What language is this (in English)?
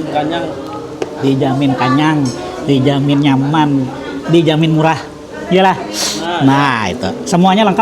Banjar